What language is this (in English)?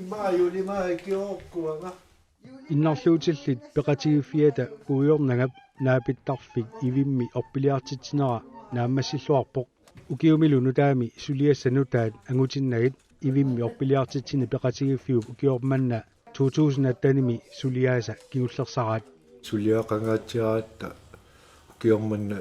Kalaallisut